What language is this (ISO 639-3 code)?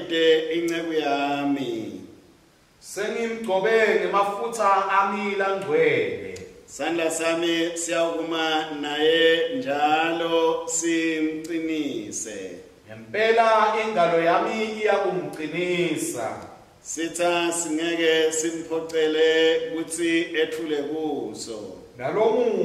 ssw